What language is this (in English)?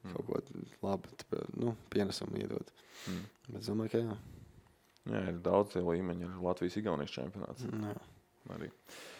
Latvian